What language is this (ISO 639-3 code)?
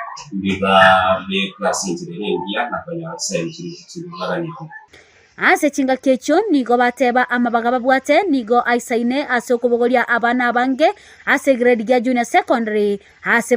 guz